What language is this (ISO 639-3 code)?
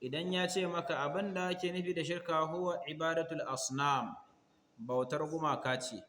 hau